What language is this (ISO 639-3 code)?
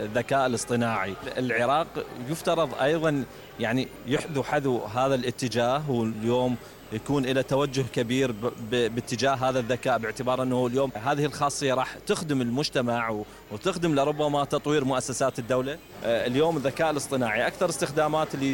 acm